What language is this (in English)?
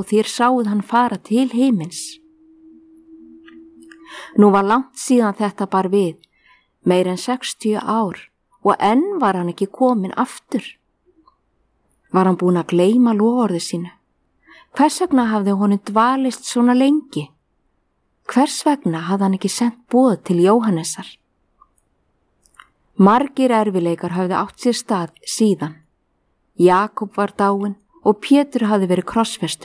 Icelandic